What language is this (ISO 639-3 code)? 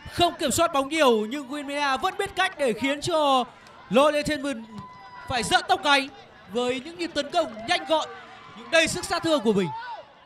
vie